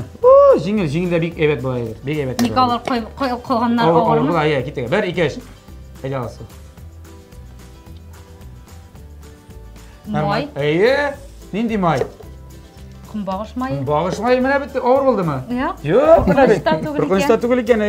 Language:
Tatar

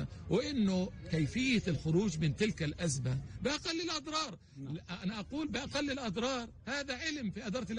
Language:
North Levantine Arabic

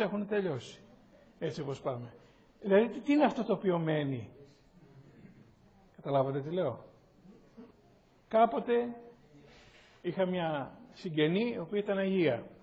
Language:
Greek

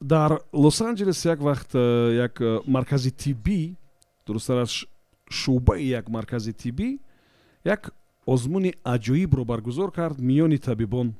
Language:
Tajik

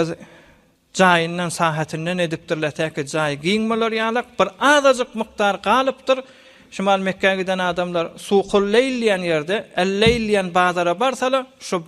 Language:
Turkmen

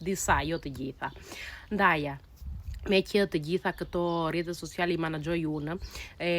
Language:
Albanian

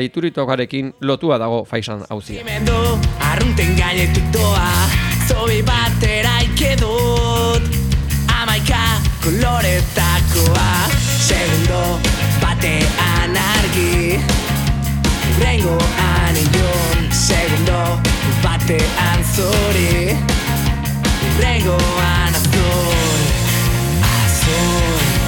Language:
Basque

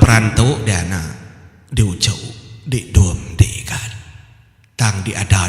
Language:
Iban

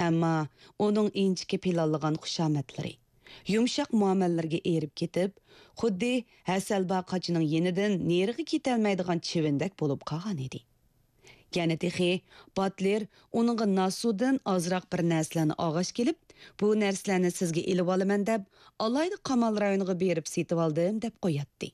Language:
Uyghur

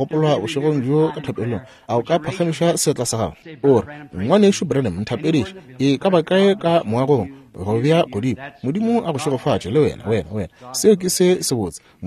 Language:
Northern Sotho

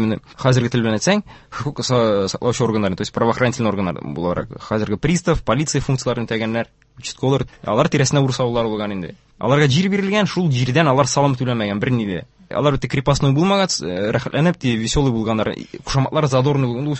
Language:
Tatar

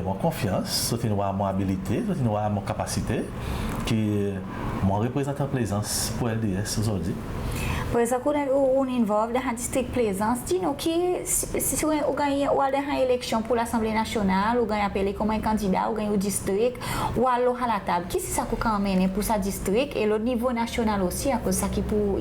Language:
Seselwa Creole French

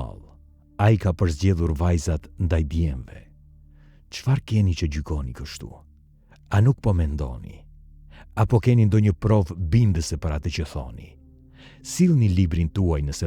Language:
Albanian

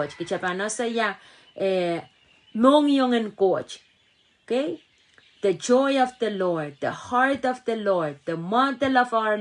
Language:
Pohnpeian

